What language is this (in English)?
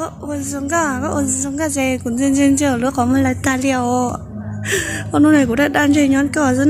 Hmong